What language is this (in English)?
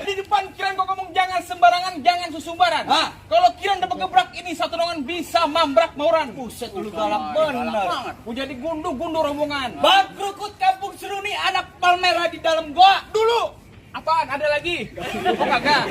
Betawi